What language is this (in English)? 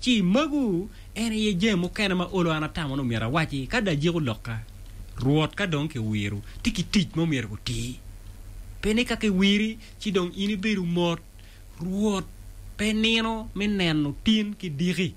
Acoli